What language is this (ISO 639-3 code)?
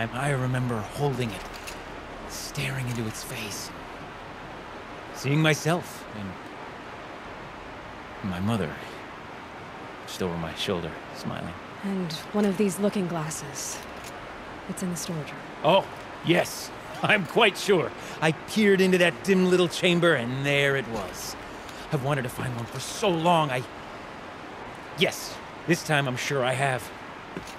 eng